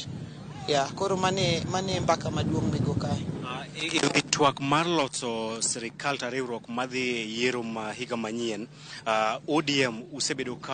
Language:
Luo (Kenya and Tanzania)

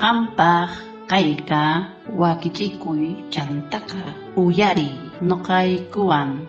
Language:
South Bolivian Quechua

